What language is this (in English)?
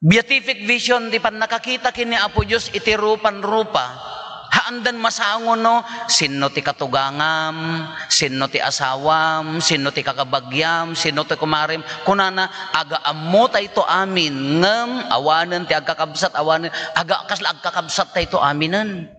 Iloko